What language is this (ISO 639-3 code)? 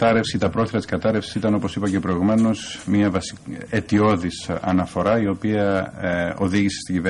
ell